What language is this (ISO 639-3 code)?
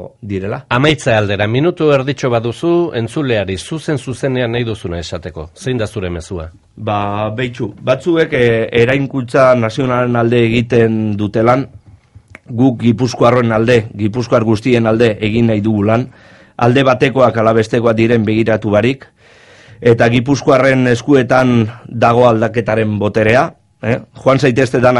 eus